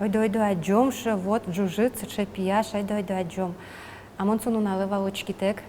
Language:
Udmurt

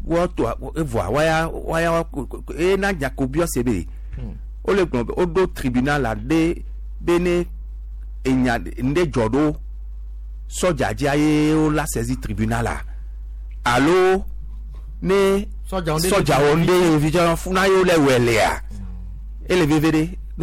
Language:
Gen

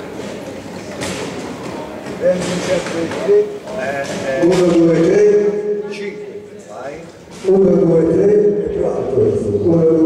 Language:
Italian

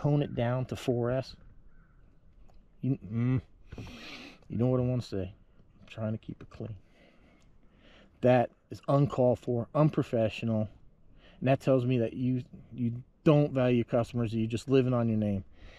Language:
English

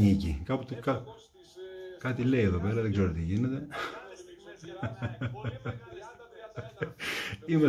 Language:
Greek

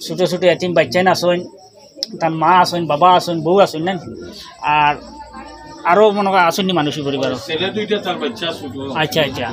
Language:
Sylheti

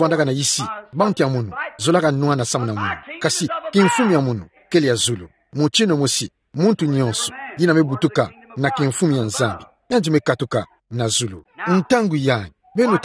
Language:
Kituba (Democratic Republic of Congo)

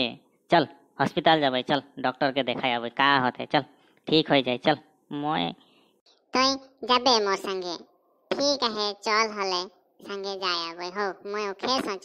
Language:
Sadri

